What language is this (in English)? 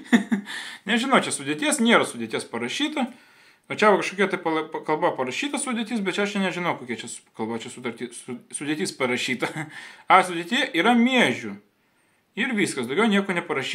Lithuanian